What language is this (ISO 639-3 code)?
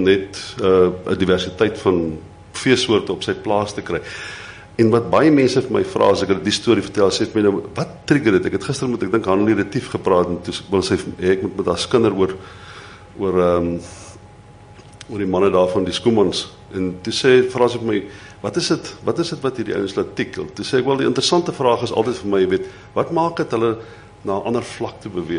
afr